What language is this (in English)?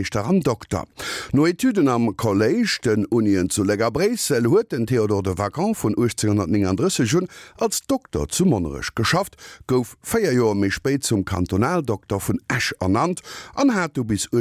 Luxembourgish